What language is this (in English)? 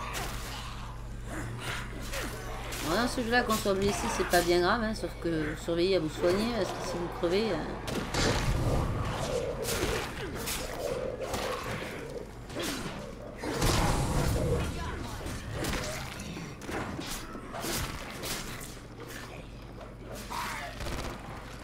French